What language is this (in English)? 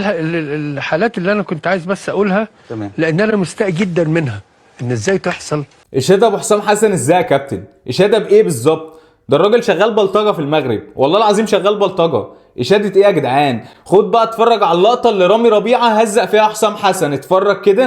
Egyptian Arabic